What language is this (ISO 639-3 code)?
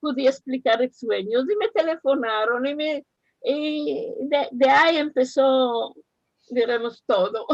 lad